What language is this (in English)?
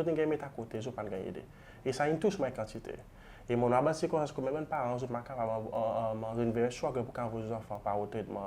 Seselwa Creole French